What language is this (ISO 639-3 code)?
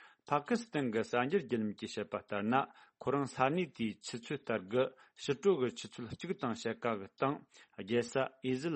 bod